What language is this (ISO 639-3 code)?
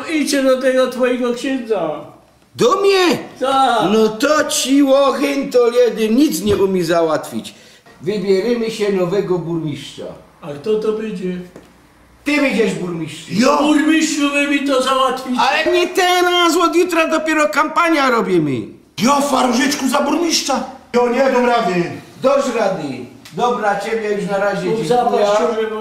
szl